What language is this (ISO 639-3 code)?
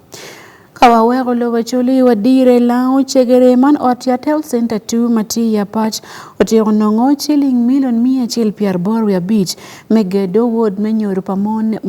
ach